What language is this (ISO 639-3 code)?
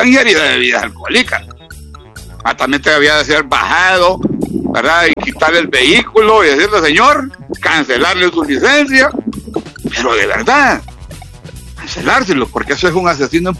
spa